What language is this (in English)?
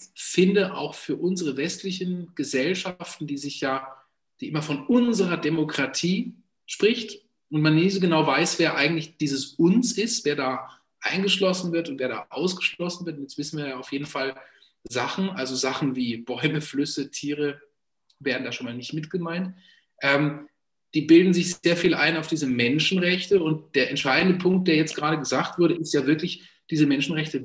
German